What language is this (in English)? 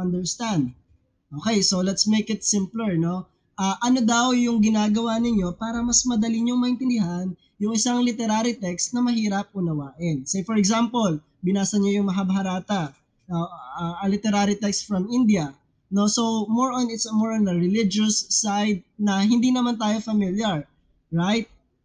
Filipino